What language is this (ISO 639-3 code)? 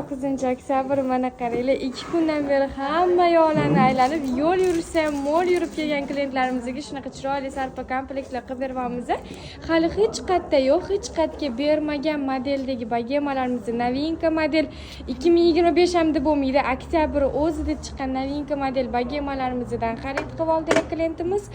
uzb